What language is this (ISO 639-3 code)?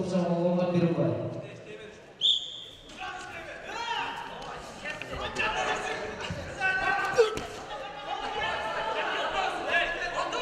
kaz